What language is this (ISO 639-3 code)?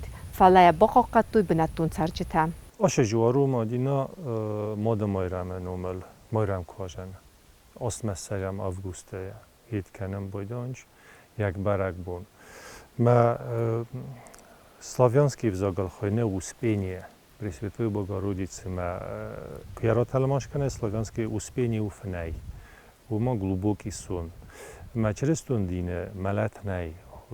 oss